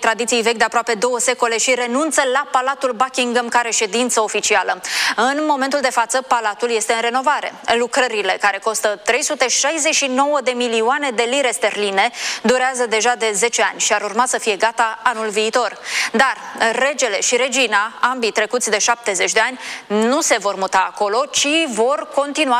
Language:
Romanian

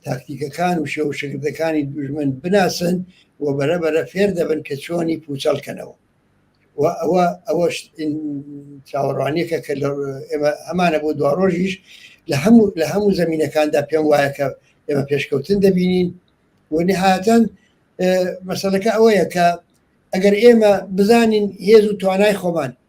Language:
Central Kurdish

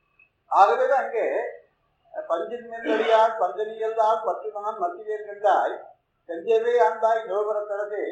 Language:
Tamil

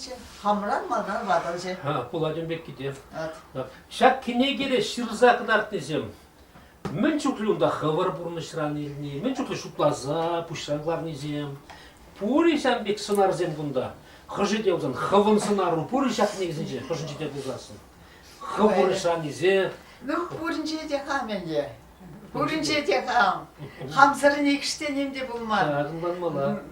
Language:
Chuvash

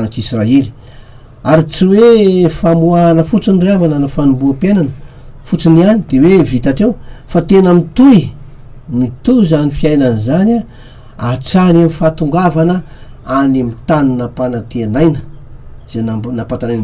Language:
Malagasy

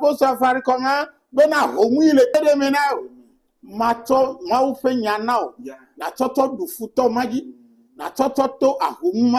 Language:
Ewe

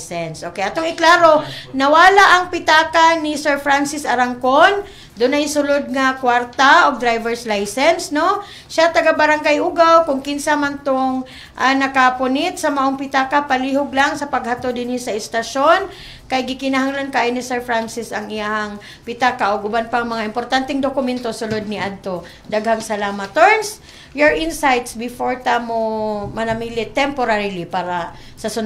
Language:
Cebuano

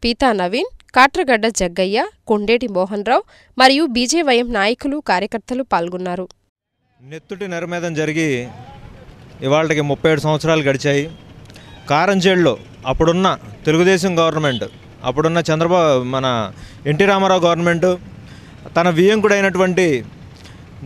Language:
Telugu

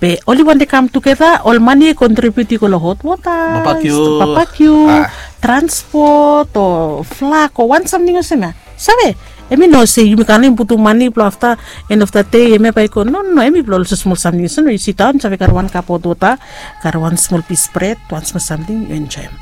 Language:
Bislama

